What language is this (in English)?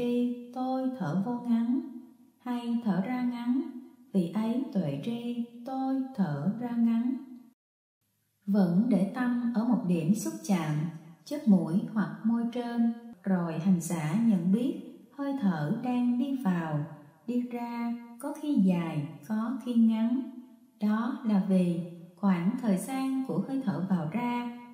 Vietnamese